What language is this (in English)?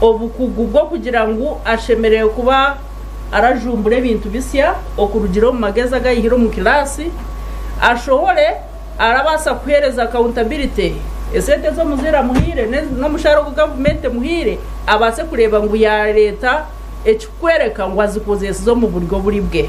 Nyankole